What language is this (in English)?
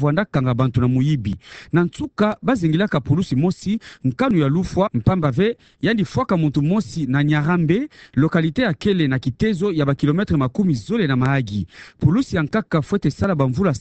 Kituba (Democratic Republic of Congo)